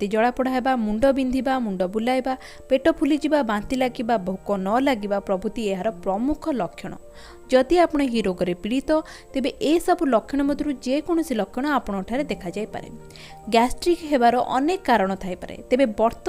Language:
Odia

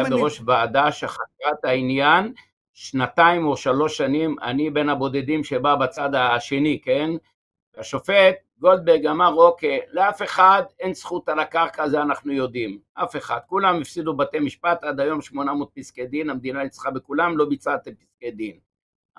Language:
Hebrew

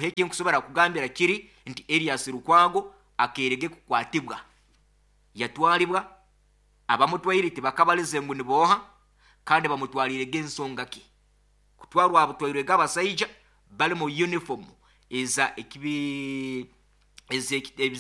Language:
Nyoro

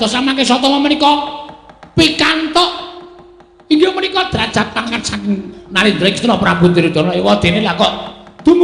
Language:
Javanese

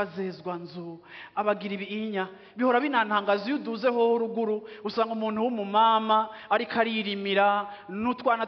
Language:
Rundi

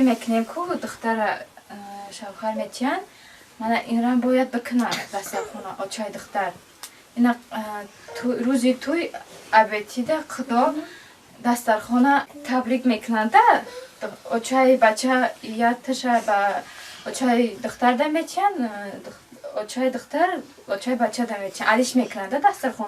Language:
Tajik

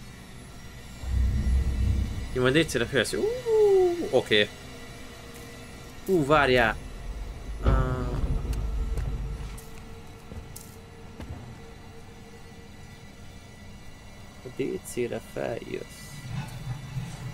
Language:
Hungarian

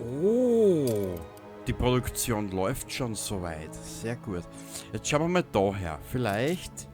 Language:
Bavarian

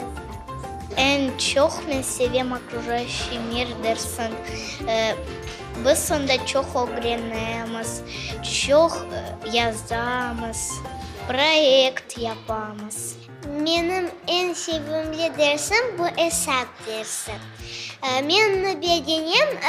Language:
Crimean Tatar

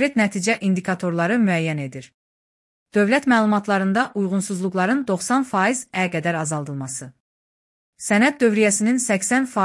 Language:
Azerbaijani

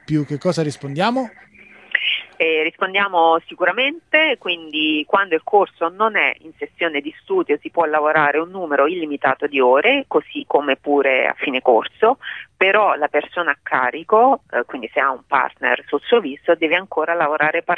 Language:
Italian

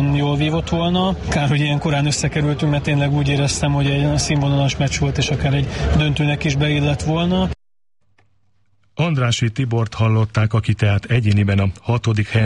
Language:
Hungarian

